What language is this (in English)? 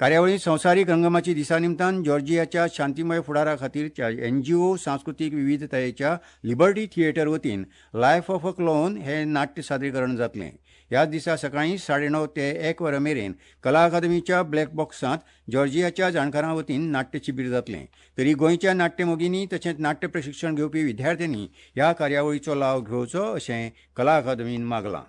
Konkani